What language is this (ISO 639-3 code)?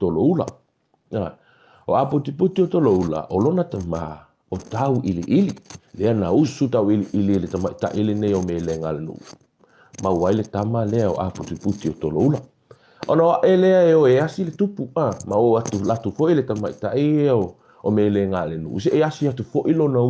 smo